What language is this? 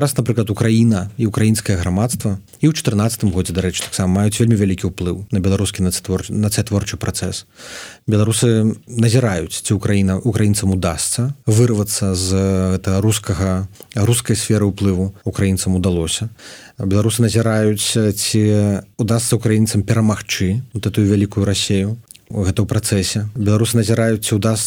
Belarusian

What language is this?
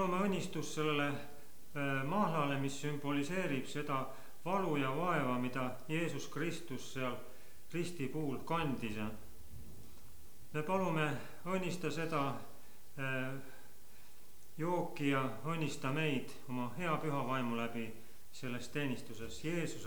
Estonian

